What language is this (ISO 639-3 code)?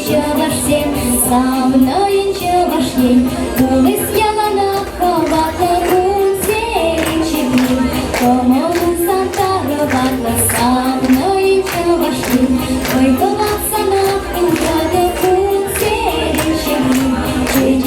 chv